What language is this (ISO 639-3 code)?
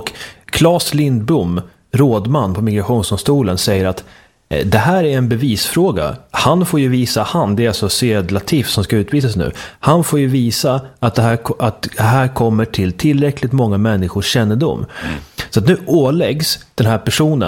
swe